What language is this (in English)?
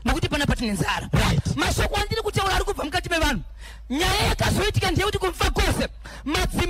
Shona